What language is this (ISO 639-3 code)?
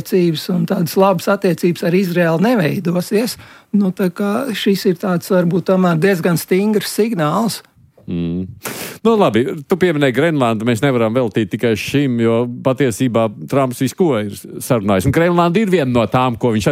lav